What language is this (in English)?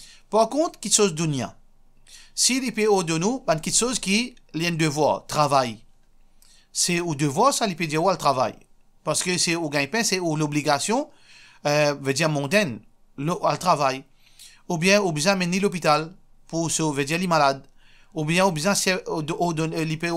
Morisyen